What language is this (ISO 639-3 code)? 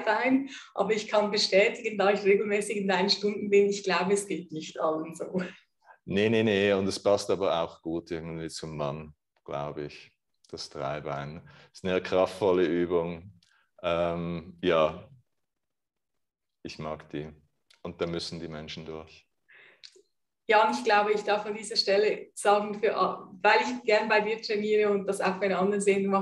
deu